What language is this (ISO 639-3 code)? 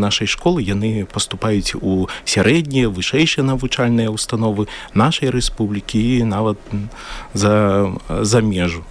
bel